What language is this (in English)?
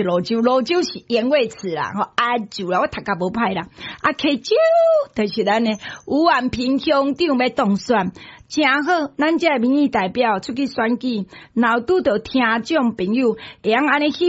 Min Nan Chinese